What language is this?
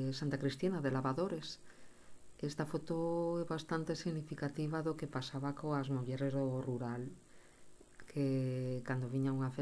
Galician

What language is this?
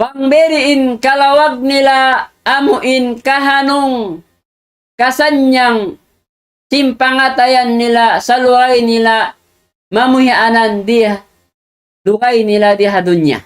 Tausug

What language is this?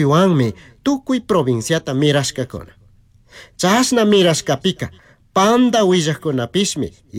Chimborazo Highland Quichua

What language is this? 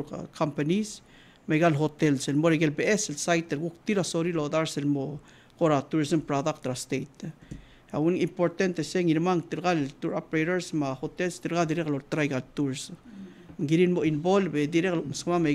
Palauan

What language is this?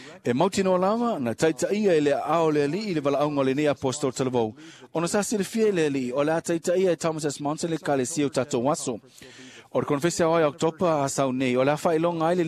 Samoan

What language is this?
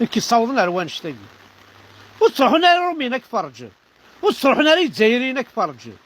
Kabyle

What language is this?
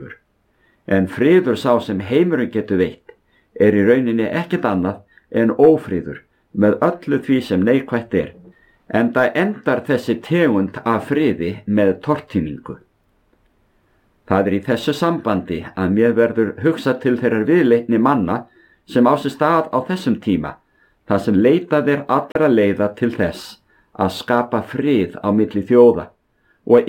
Icelandic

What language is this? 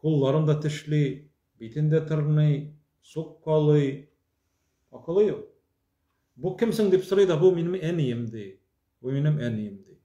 Tatar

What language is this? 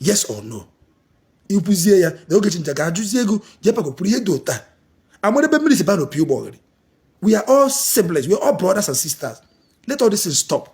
Igbo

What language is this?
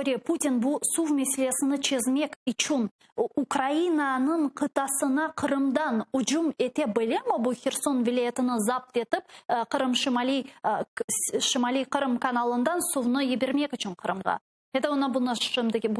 Crimean Tatar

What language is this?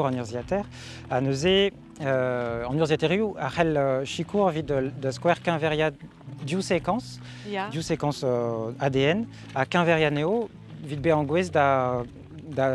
Breton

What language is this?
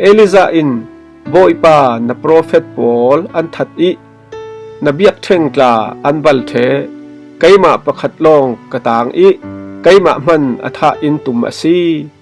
Falam Chin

